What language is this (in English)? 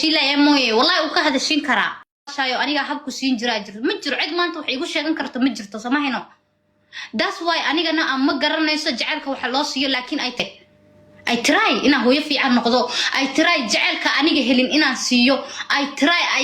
Somali